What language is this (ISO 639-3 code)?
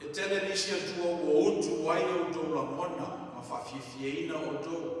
smo